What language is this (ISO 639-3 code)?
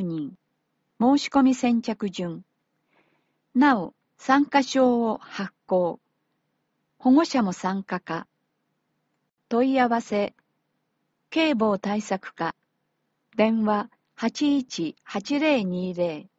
jpn